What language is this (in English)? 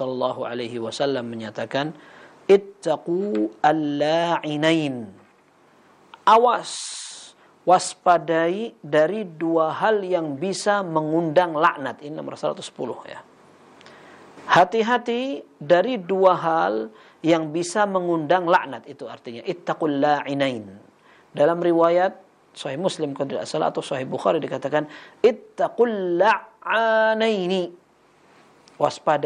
Indonesian